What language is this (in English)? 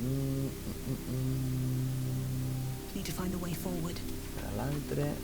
Asturian